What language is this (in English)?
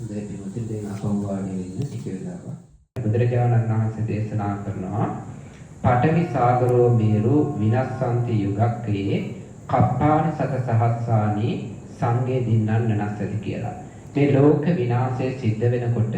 Sinhala